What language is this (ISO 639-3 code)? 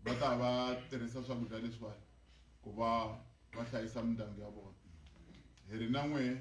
tso